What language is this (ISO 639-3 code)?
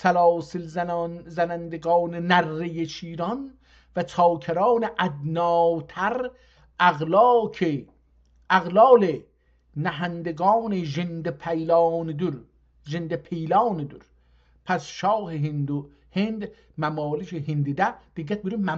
azb